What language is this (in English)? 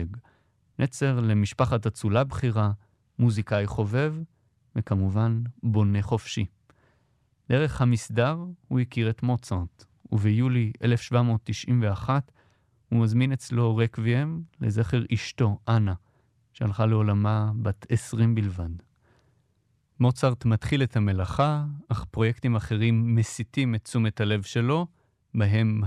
Hebrew